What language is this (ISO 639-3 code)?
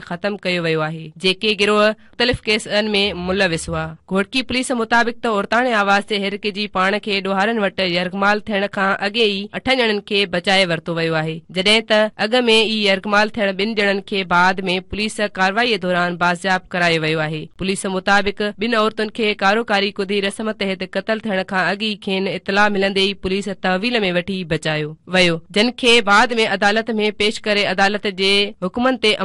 snd